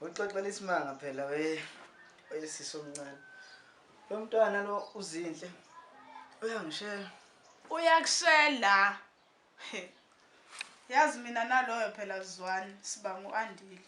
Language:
Zulu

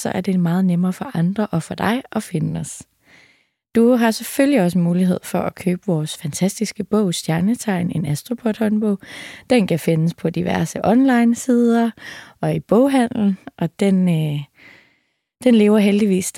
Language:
Danish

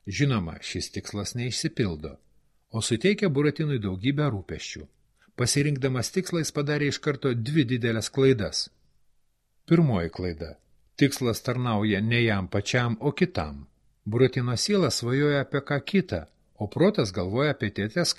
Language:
Lithuanian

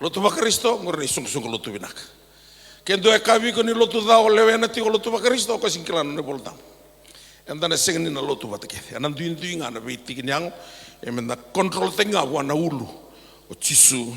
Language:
Fijian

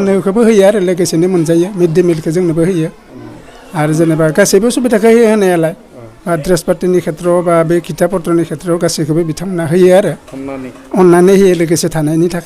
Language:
Bodo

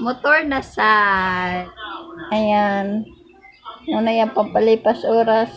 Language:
Cebuano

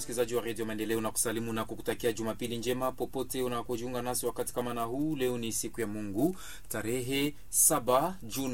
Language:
Swahili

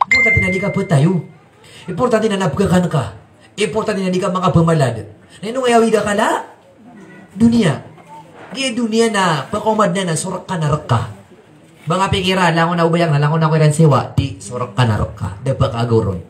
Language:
Maranao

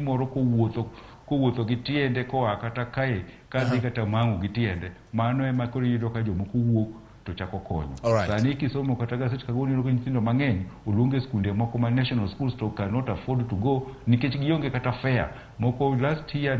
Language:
Luo (Kenya and Tanzania)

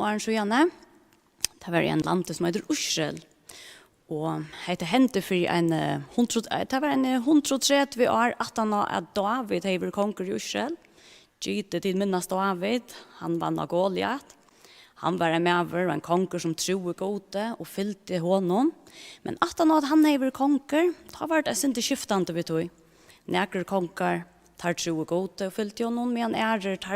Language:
Faroese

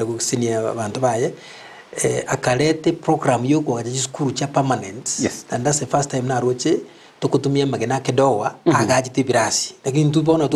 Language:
Gusii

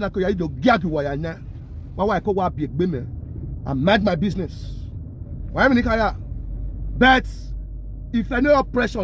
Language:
Nigerian Pidgin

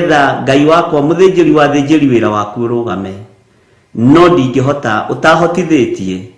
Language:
Kikuyu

